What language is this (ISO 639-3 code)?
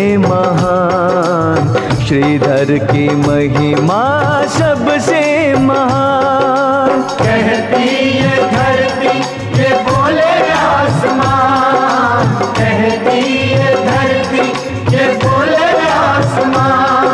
hin